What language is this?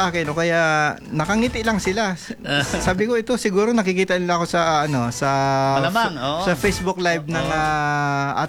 Filipino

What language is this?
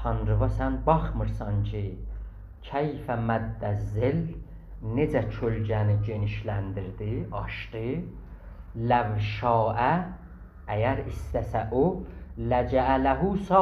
South Azerbaijani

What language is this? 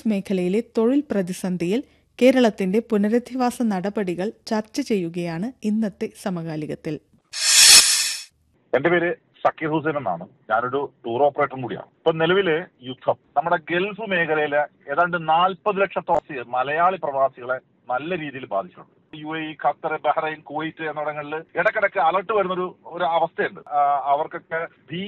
Malayalam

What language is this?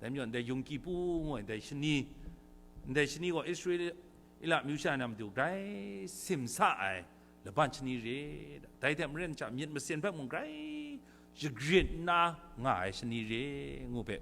Kachin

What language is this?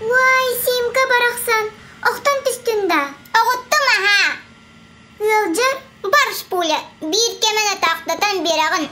Yakut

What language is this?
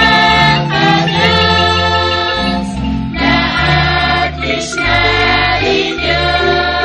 Kekchí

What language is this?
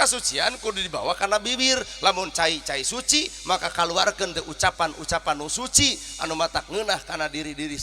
Sundanese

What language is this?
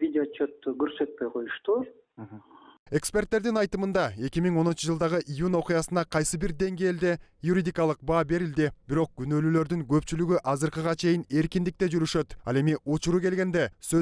Kyrgyz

